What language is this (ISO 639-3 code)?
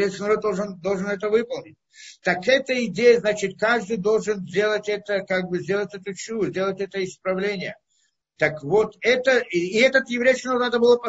rus